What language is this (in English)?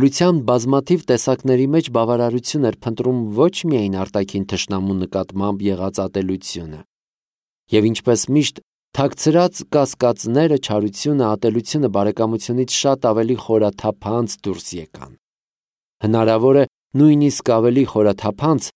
Armenian